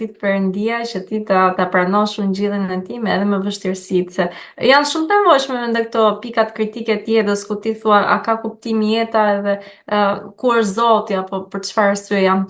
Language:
Albanian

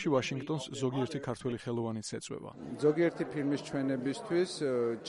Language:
Georgian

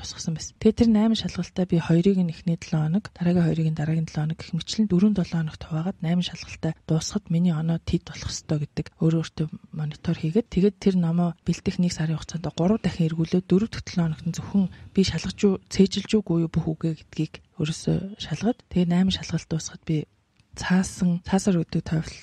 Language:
Mongolian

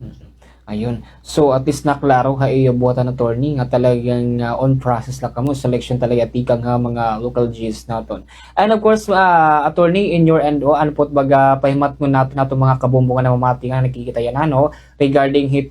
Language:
Waray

